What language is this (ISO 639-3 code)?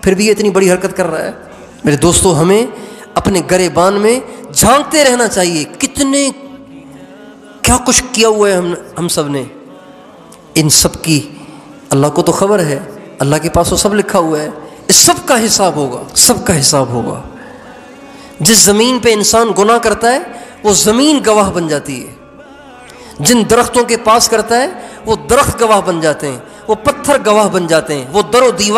urd